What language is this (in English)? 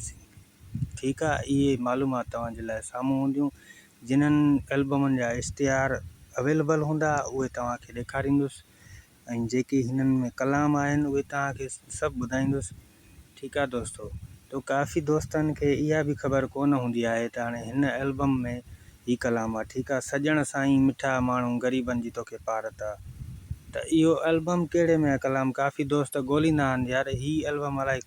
Sindhi